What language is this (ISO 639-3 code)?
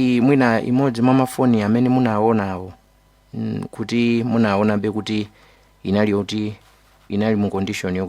nya